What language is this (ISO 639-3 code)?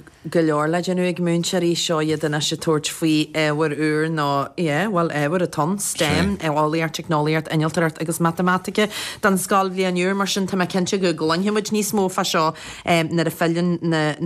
gle